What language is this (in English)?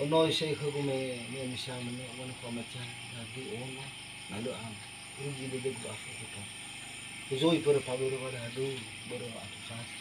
Nias